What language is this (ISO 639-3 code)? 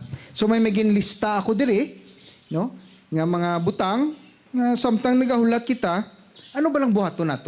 hil